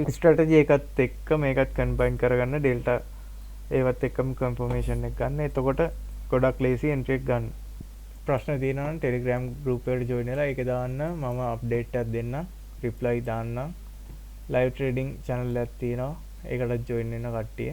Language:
Sinhala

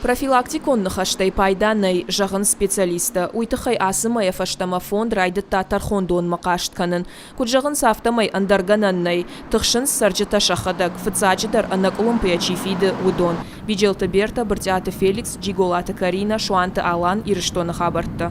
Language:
Ossetic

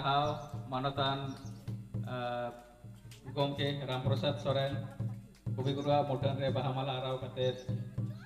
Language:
Santali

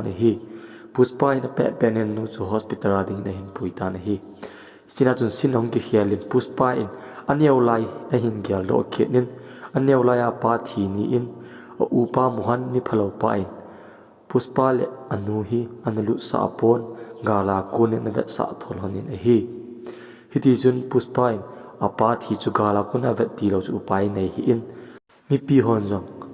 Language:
Thado Chin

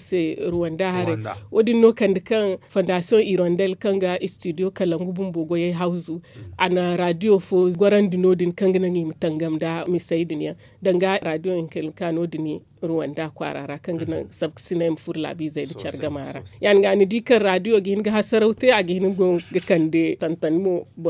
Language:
Zarma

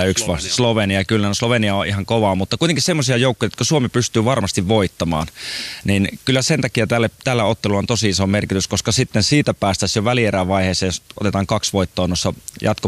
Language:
Finnish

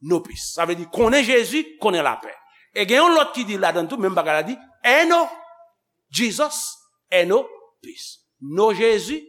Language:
Haitian Creole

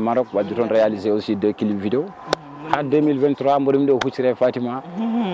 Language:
Fula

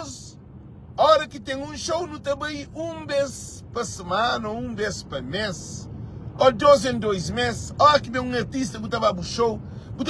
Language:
Kabuverdianu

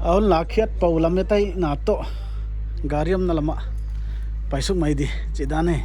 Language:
Paite Chin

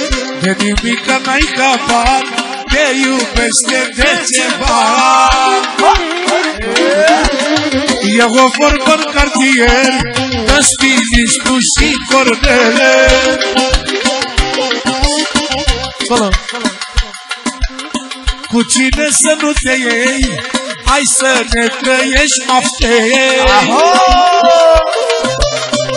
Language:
Romanian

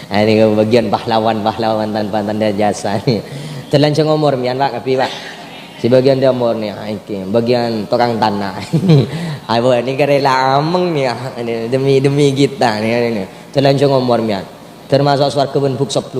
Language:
Madurese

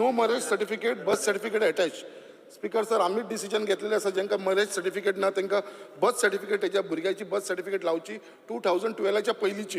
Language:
Konkani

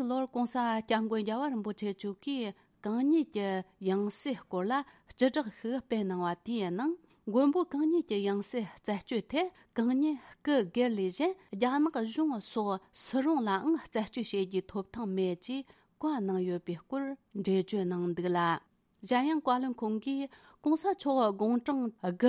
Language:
Tibetan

